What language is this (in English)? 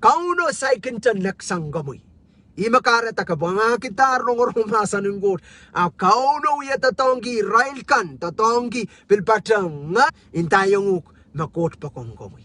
Pohnpeian